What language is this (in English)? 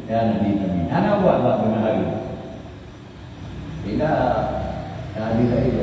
Malay